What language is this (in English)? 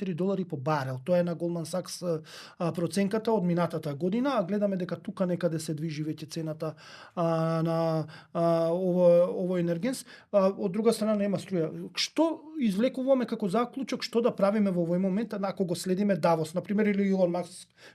Macedonian